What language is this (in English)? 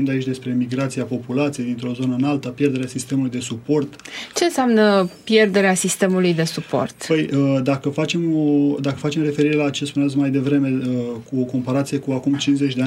Romanian